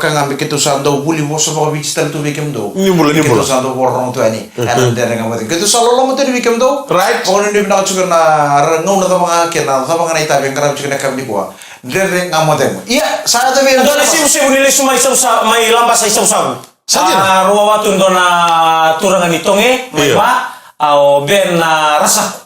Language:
Fijian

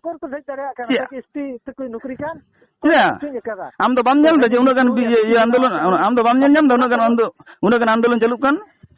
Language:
Santali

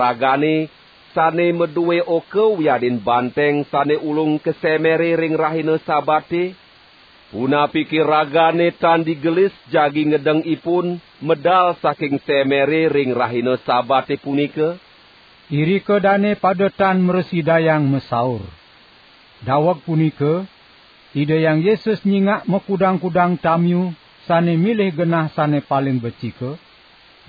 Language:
Balinese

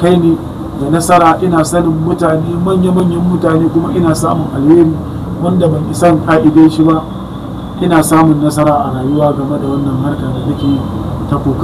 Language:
Hausa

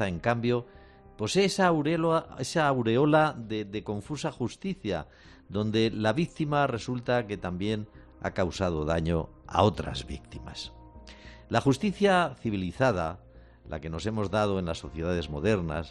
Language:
Spanish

